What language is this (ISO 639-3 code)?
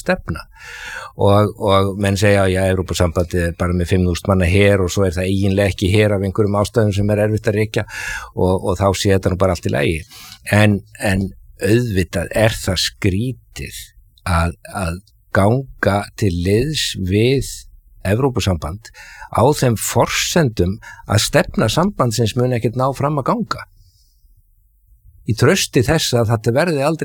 isl